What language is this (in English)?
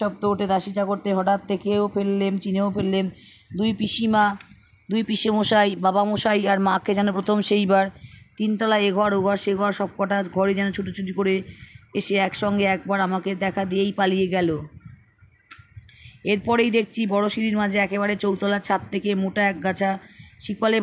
Bangla